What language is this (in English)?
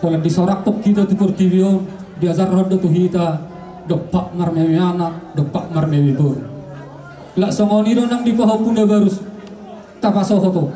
Batak Toba